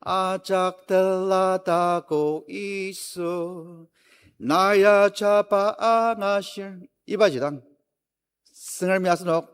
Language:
Ao Naga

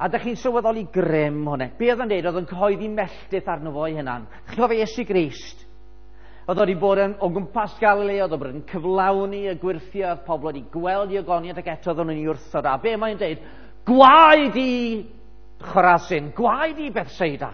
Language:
Welsh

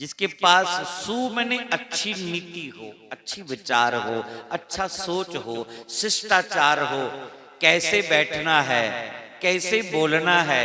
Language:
Dogri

